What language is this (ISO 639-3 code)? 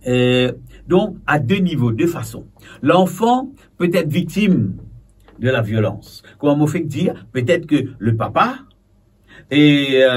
mfe